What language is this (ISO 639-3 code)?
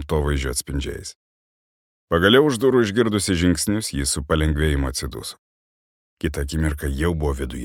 lit